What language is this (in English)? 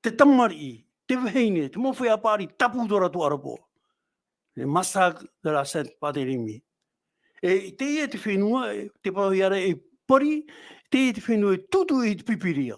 Tahitian